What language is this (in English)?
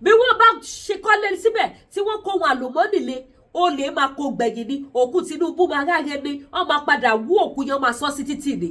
Yoruba